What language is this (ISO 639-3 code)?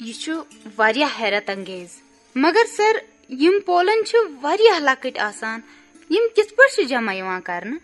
kas